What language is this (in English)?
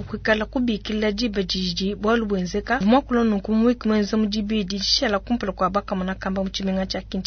Luba-Lulua